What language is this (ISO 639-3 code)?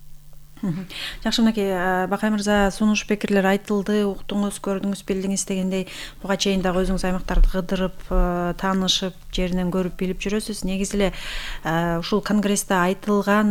kir